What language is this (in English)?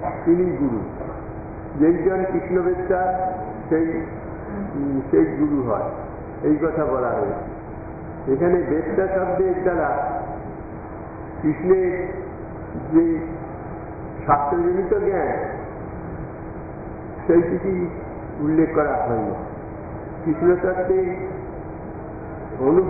Bangla